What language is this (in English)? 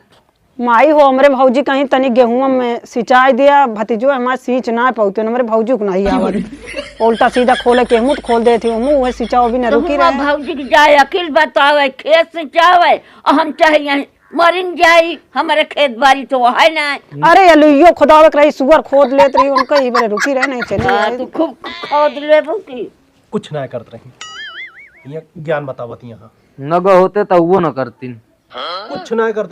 Awadhi